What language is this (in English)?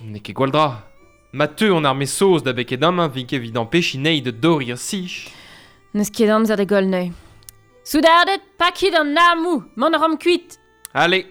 Breton